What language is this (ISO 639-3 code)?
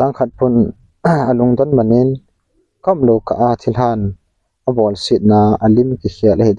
tcz